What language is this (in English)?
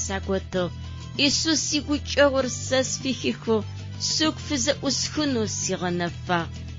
Adyghe